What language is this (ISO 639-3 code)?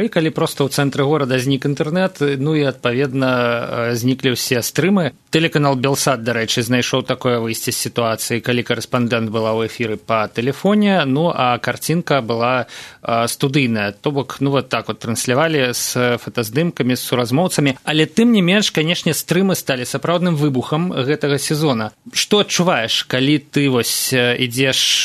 bel